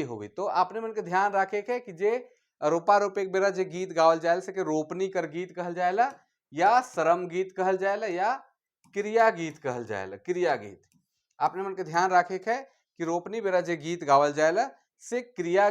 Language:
Sadri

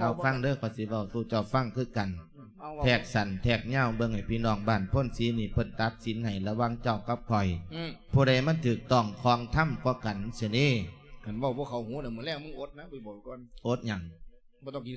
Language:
Lao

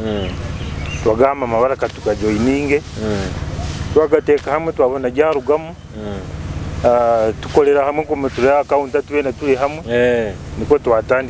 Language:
Nyoro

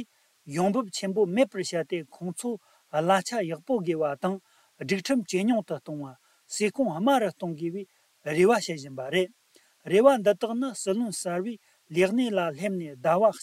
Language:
Tibetan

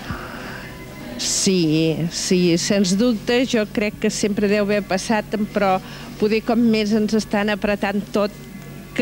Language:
Catalan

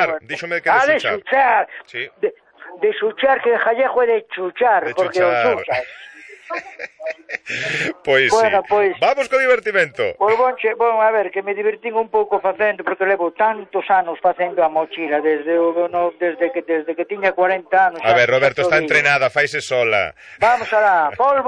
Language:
Galician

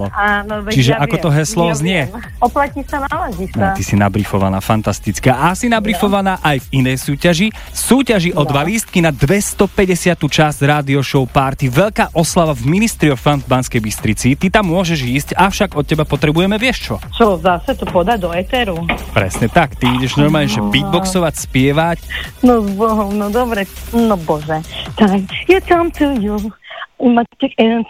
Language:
Slovak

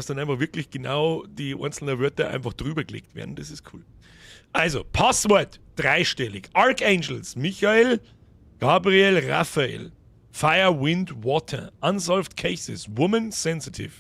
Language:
Bavarian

